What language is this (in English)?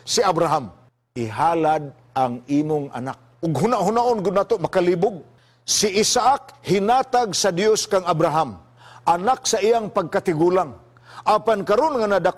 Cebuano